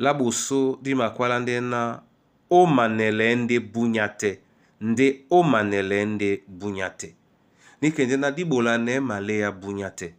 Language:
Duala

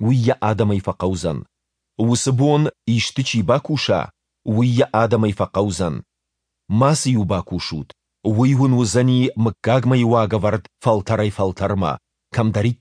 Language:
Ossetic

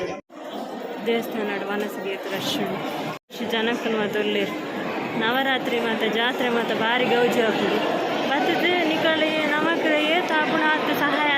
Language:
Tulu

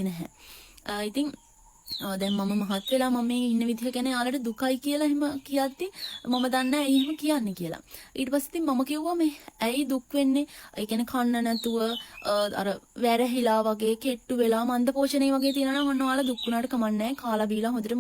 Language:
Sinhala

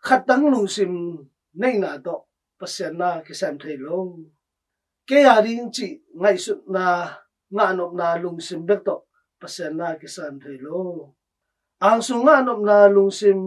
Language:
Tedim Chin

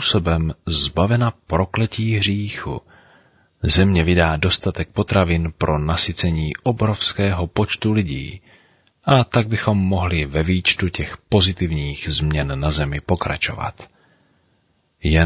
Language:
Czech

